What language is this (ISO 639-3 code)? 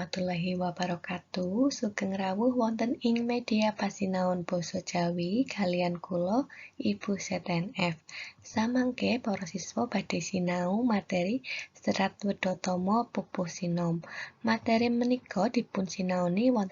jav